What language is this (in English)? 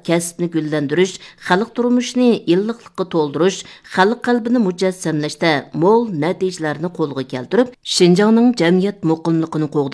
Uyghur